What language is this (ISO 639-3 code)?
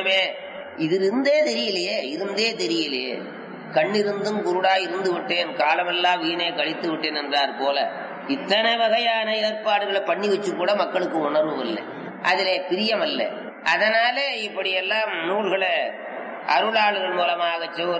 tam